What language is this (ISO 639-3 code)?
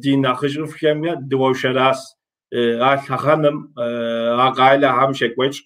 kbd